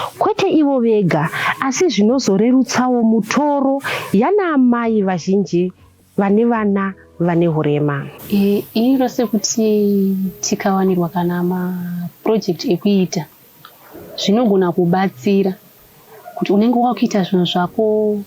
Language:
Shona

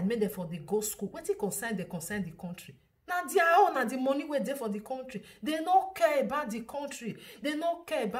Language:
Nigerian Pidgin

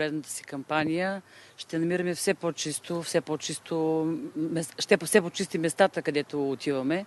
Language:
Bulgarian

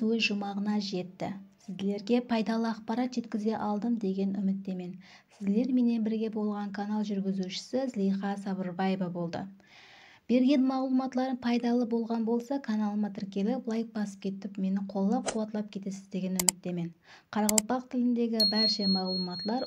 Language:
Kara-Kalpak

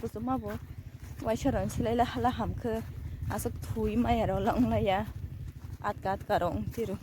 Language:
Kok Borok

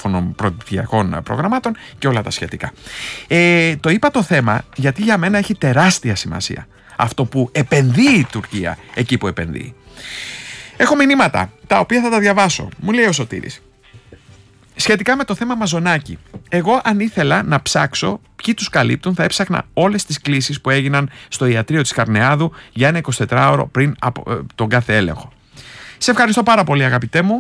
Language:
Greek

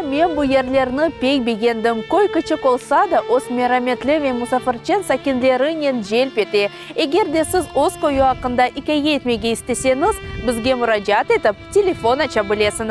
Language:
Crimean Tatar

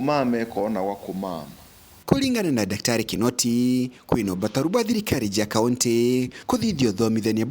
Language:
Meru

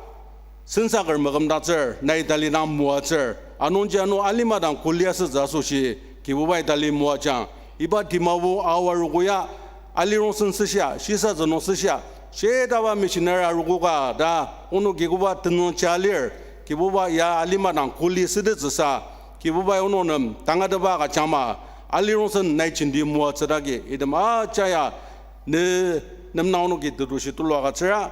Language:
Ao Naga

